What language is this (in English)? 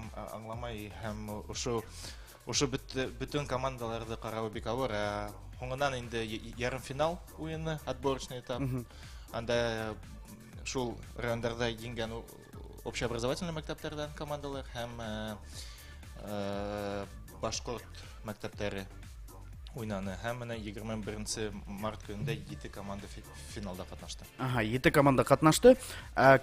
Bashkir